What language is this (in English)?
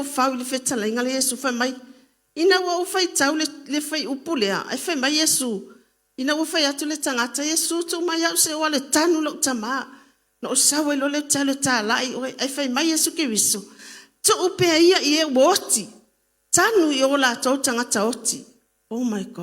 Samoan